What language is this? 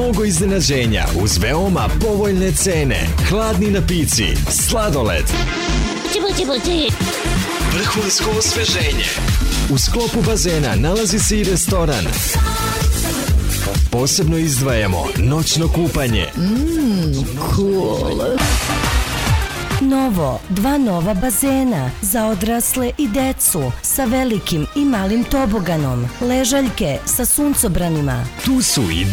Serbian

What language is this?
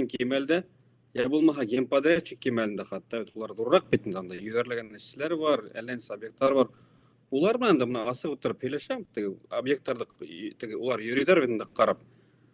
Bashkir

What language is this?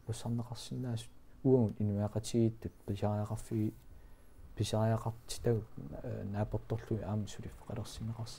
Kalaallisut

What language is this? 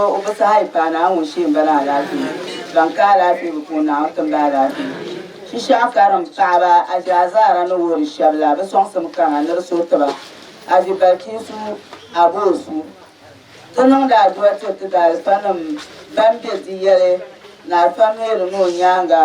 Dagbani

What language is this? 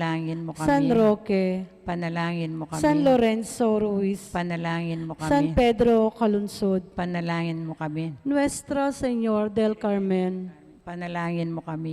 Pampanga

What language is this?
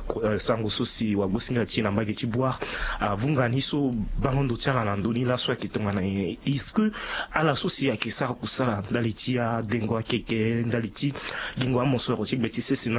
Sango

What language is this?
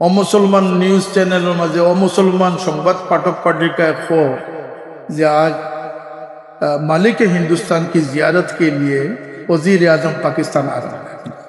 Sylheti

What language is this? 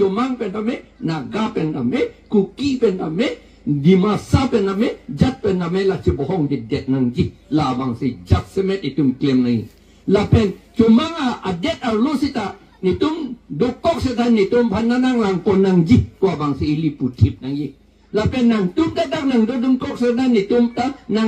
Karbi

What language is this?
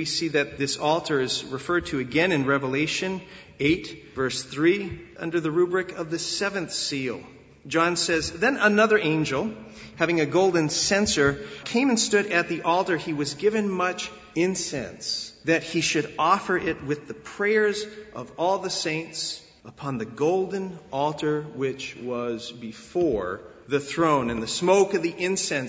English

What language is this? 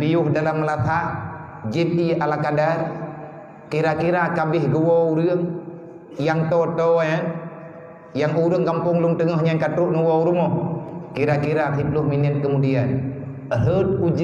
Achinese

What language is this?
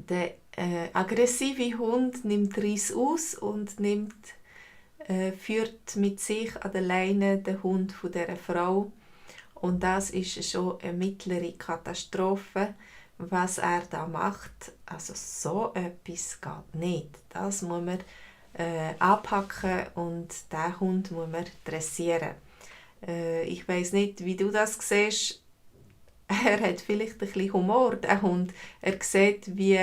Swiss German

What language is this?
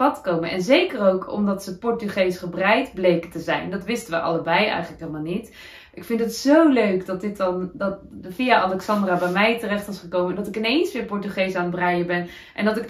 Dutch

